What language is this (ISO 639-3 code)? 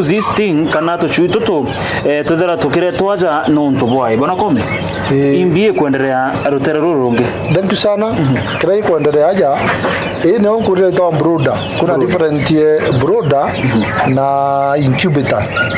mer